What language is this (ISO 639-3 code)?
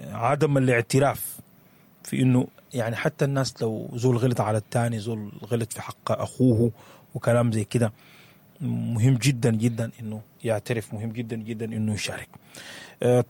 apd